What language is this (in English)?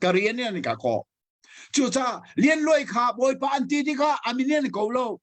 Hakha Chin